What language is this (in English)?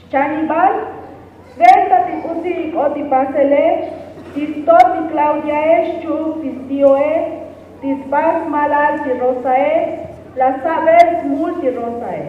Tzotzil